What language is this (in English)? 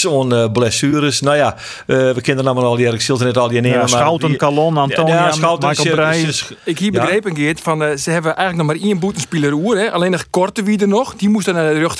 Western Frisian